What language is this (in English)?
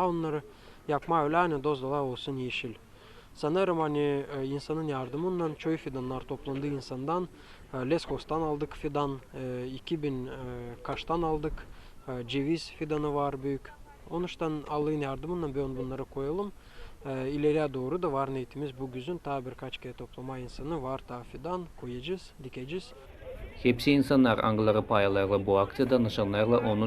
Gagauz